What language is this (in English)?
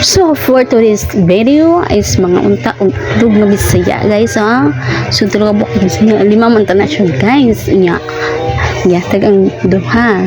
Cebuano